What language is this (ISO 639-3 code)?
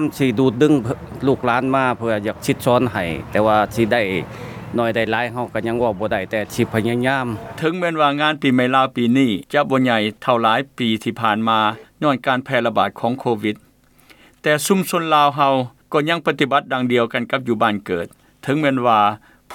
lao